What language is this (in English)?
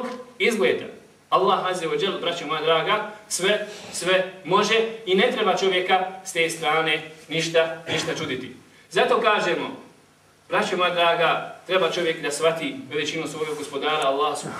Bosnian